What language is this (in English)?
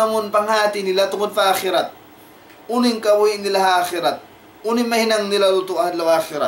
Tausug